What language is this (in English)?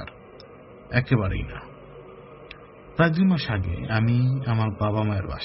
Bangla